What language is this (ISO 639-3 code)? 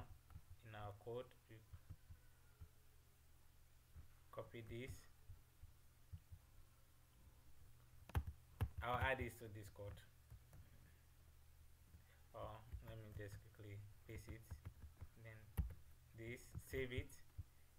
eng